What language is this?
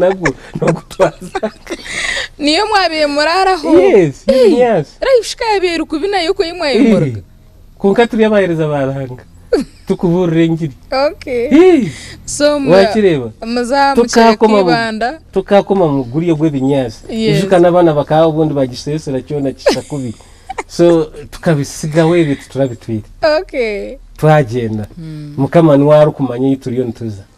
Nyankole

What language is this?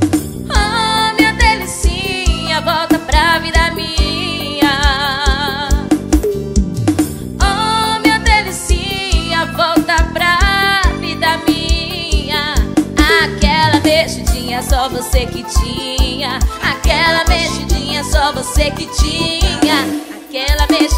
Portuguese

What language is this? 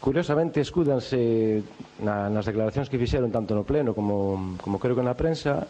Galician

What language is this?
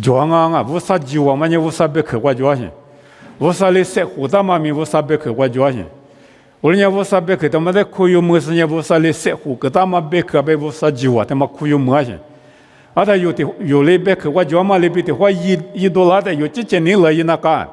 Lisu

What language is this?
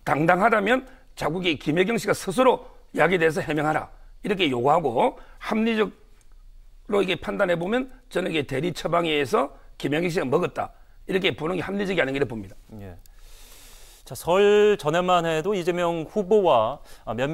Korean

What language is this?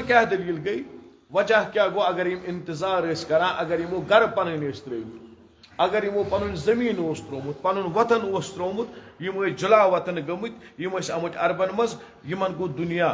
Kashmiri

